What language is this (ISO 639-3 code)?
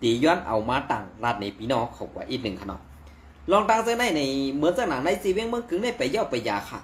shn